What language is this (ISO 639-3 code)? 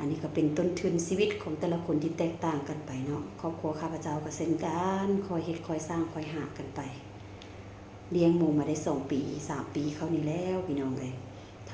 lao